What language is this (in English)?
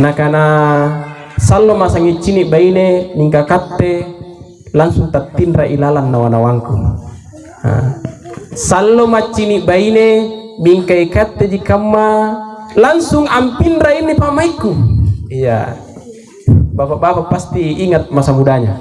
Makasar